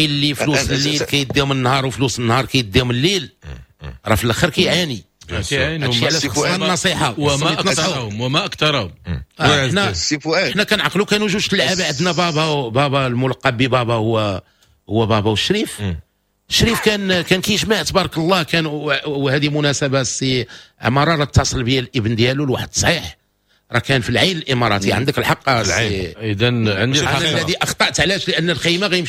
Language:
Moroccan Arabic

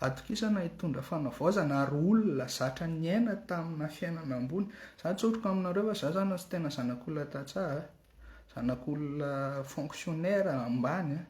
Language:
Malagasy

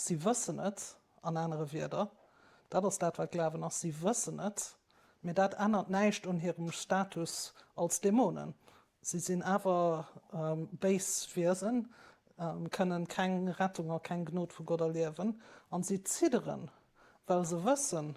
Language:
Luxembourgish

